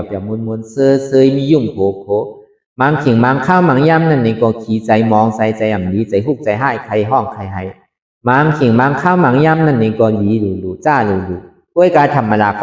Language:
Shan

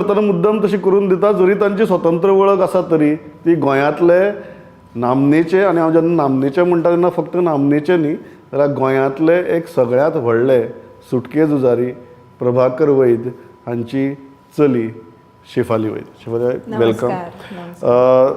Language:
Konkani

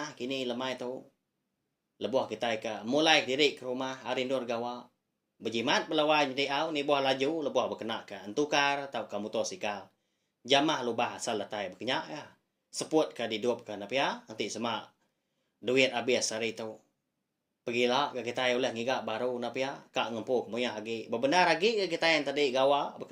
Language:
Iban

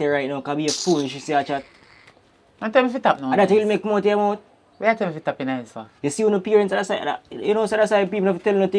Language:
Jamaican Creole English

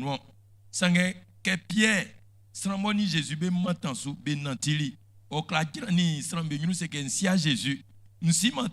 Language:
Baoulé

